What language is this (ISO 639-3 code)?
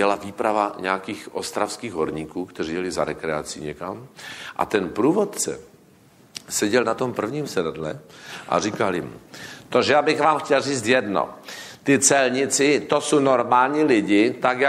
ces